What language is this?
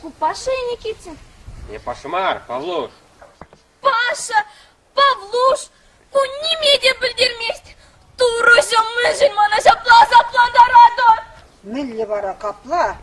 Chuvash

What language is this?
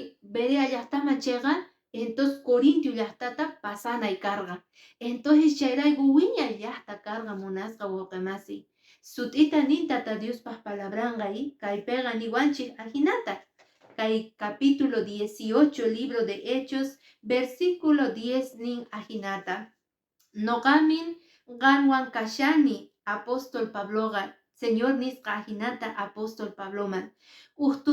Quechua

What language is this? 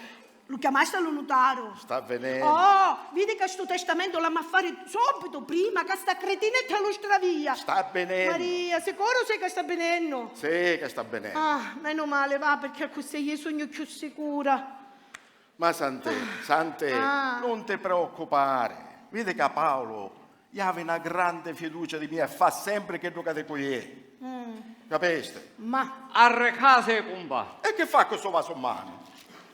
Sicilian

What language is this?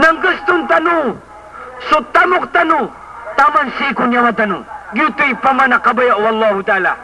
Maranao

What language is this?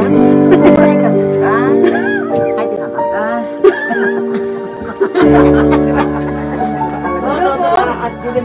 Filipino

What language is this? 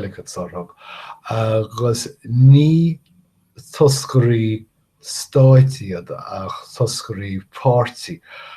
Irish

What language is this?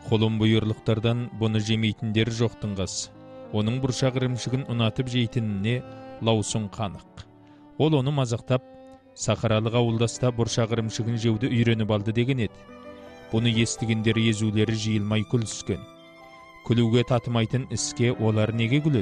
Kazakh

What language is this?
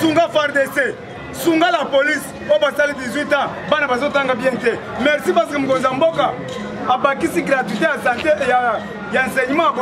Lingala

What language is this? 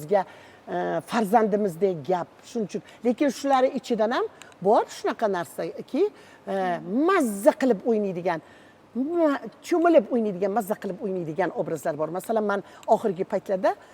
Uzbek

